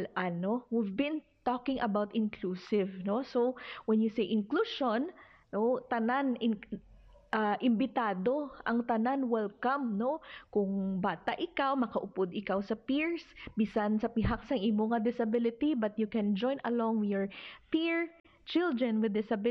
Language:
Hiligaynon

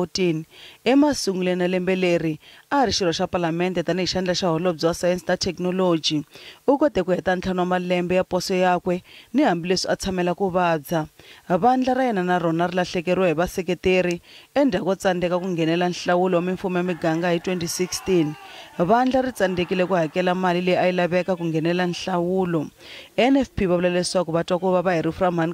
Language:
Tsonga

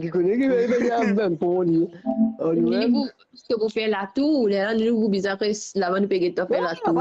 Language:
Morisyen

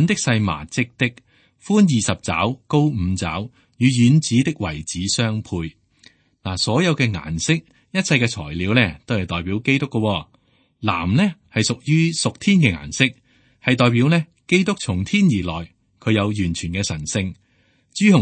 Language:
Cantonese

